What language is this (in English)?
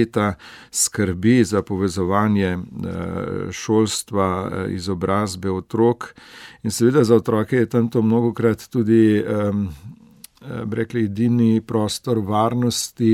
Slovenian